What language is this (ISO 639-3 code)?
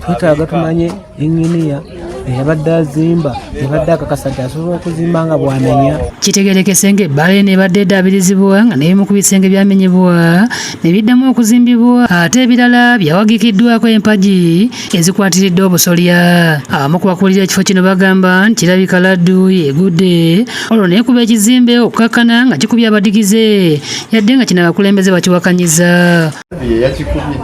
lug